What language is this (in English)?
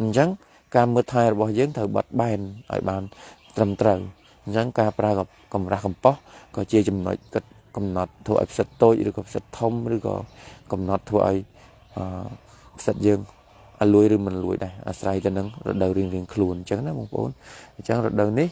Khmer